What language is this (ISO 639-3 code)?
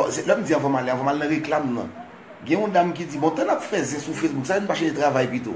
hat